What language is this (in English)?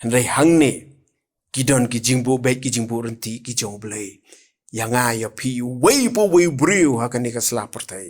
Khasi